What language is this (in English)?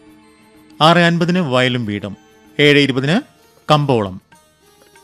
Malayalam